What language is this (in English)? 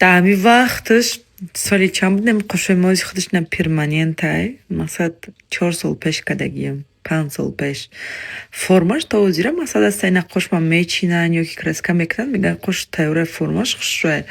Tajik